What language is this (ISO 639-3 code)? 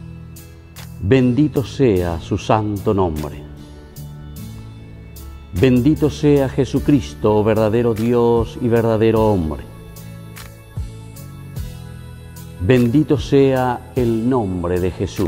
spa